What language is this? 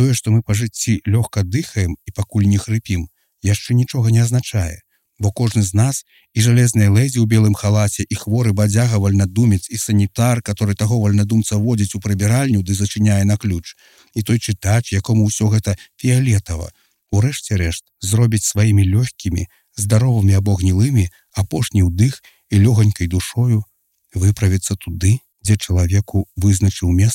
Belarusian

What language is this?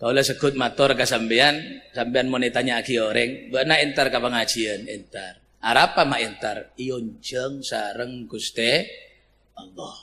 Madurese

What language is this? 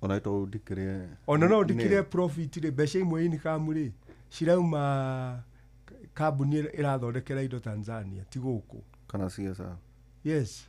Kikuyu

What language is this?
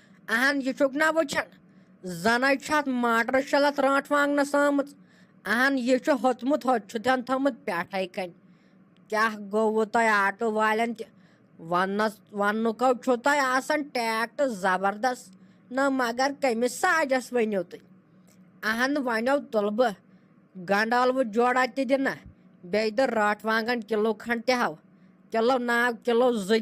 Kashmiri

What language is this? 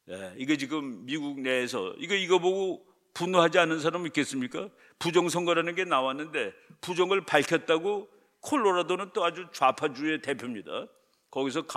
Korean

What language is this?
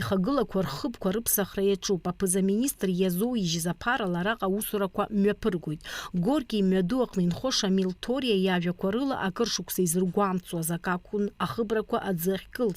Abkhazian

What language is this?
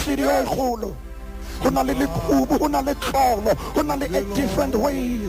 Southern Sotho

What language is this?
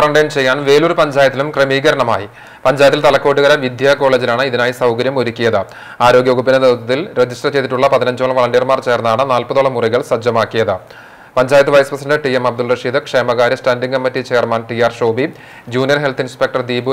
Malayalam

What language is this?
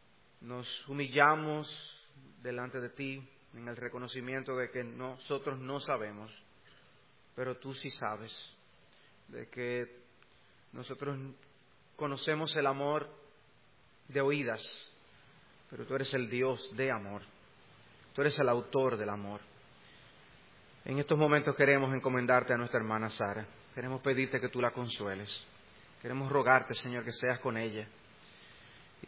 Spanish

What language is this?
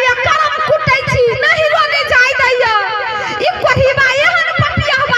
Maithili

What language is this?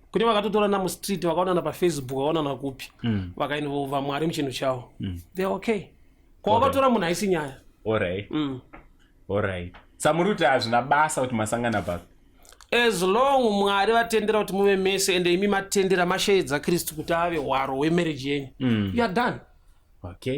Shona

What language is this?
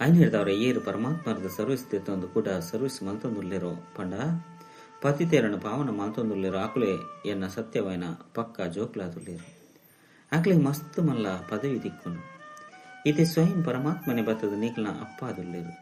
Tulu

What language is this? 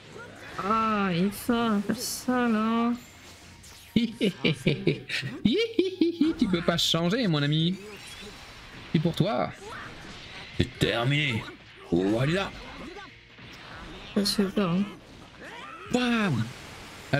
French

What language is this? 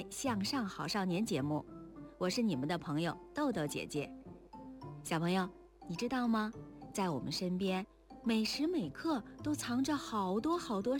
Chinese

